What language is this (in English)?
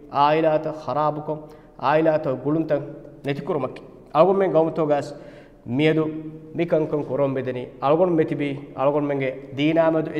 Divehi